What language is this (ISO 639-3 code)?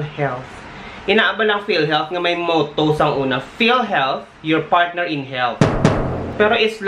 hil